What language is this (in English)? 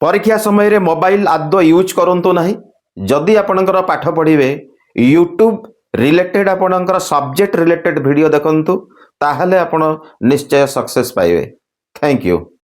Odia